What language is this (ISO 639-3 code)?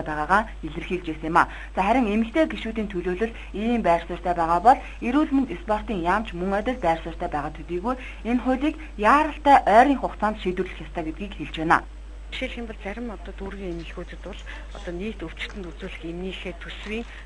mon